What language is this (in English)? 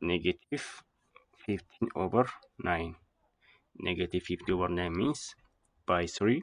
Oromo